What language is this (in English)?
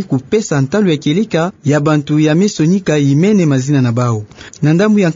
Kituba (Democratic Republic of Congo)